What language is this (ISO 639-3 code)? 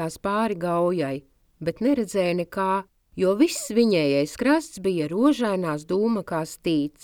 lav